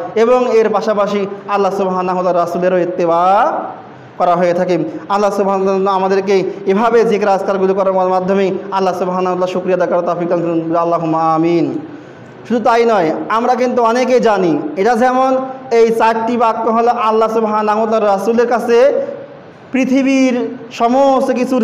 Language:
Bangla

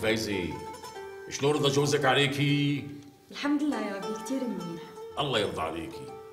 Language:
North Levantine Arabic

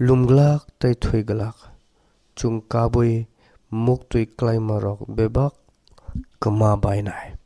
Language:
Kok Borok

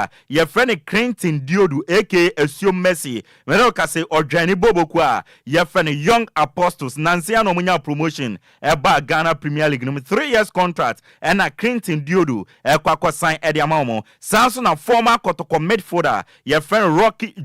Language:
Akan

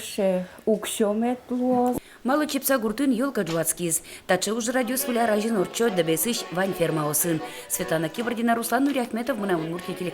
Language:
Udmurt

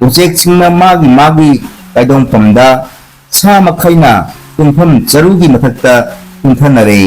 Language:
Manipuri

